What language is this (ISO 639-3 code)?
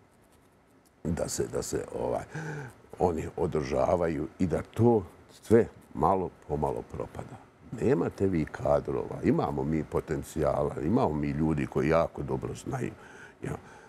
bos